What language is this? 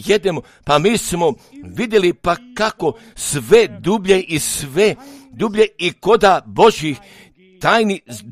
Croatian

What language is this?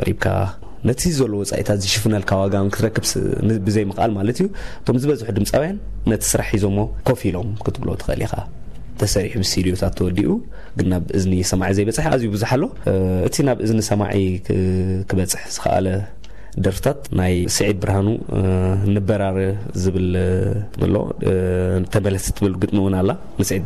Tigrinya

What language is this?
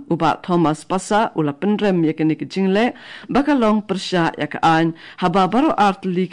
Khasi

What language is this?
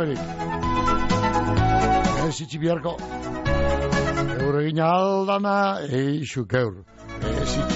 Basque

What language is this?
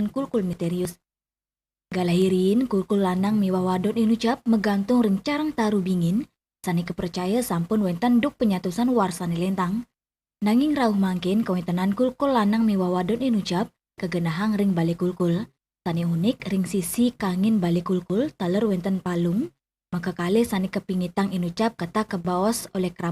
Balinese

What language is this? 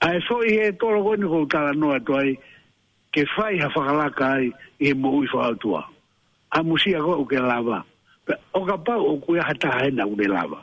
Tongan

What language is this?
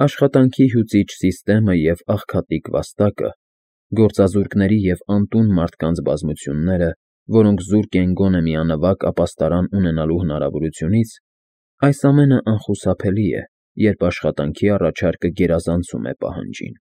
Armenian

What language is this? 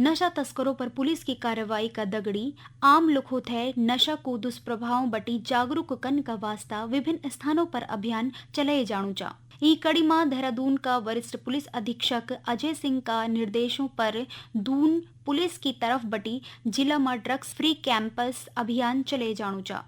Garhwali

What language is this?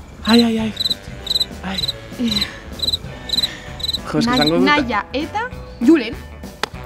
Basque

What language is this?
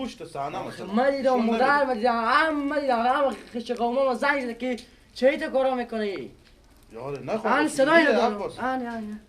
Persian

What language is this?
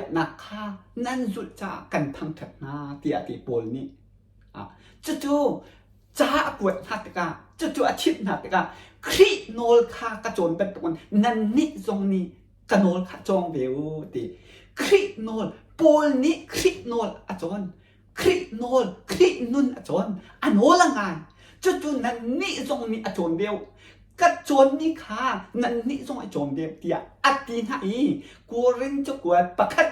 Hakha Chin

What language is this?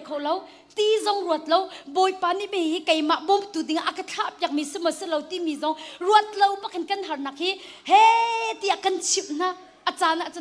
Hakha Chin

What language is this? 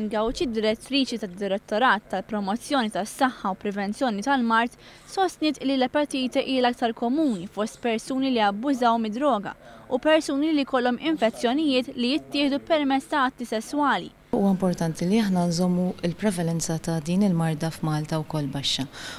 Maltese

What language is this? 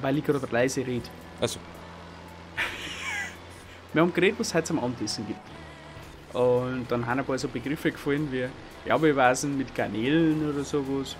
Bavarian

